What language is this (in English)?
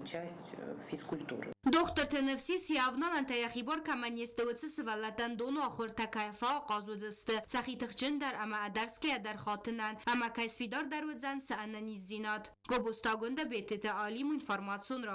Ossetic